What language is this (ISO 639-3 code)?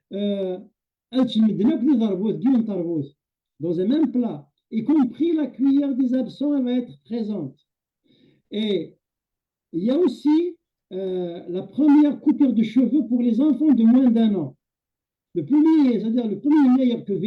kab